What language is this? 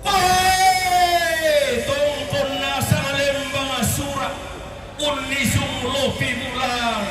Toraja-Sa'dan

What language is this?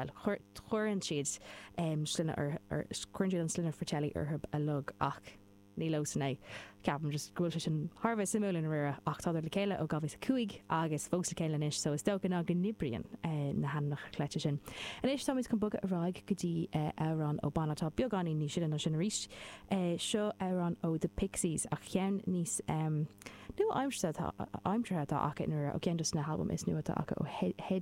Irish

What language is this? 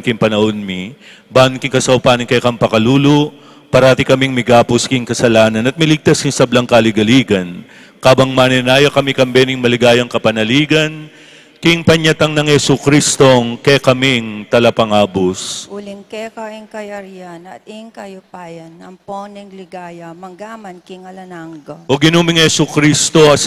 Pampanga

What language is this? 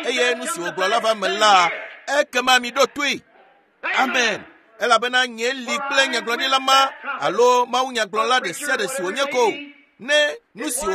Ewe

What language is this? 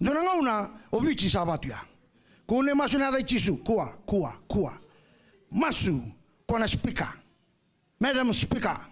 Fijian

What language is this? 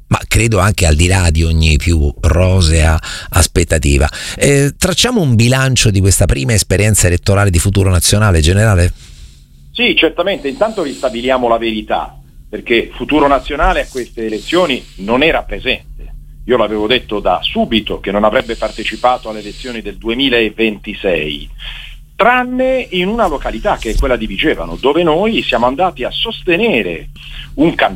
Italian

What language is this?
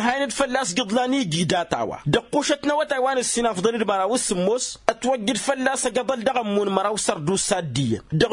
Tamasheq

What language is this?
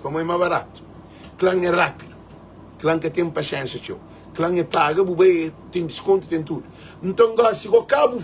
Kabuverdianu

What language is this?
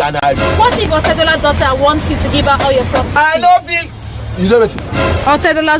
Nigerian Pidgin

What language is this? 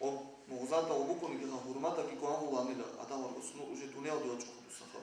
Avaric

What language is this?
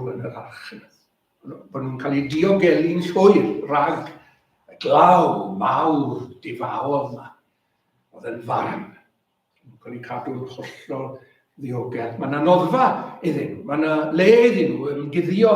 Welsh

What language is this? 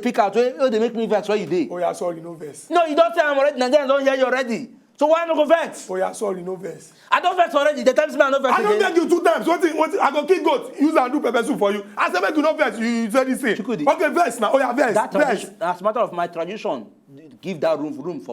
Nigerian Pidgin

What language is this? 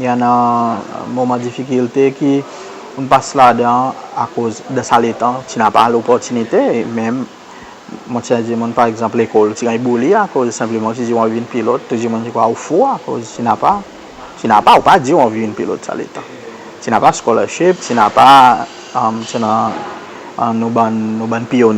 Seselwa Creole French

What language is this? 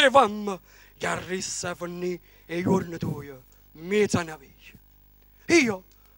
Neapolitan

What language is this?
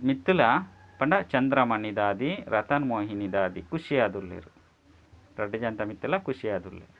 Tulu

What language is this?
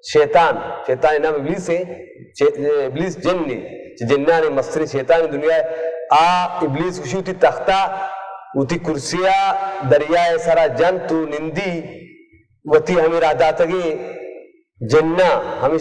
Baluchi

